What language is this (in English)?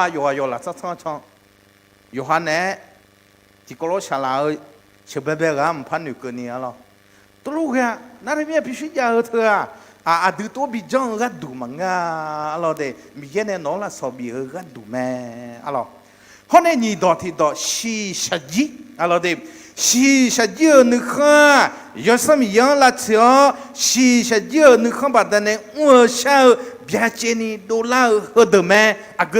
Akha